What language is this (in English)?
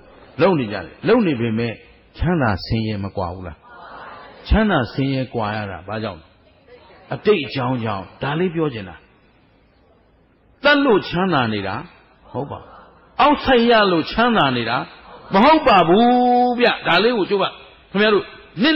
Burmese